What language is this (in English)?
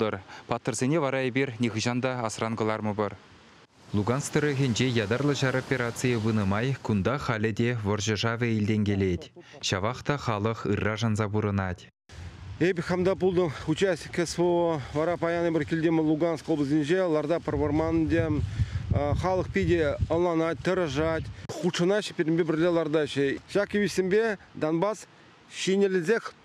Chuvash